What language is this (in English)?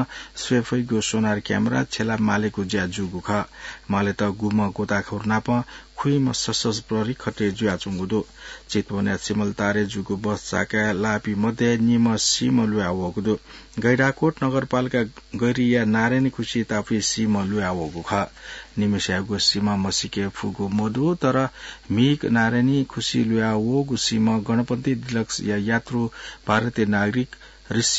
Newari